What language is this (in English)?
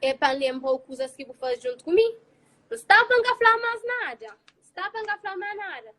Kabuverdianu